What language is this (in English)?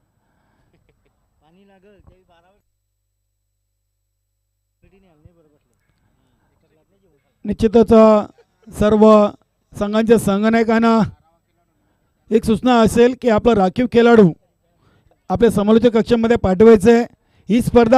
Marathi